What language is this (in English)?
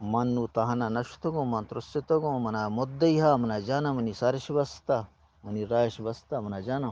Eastern Balochi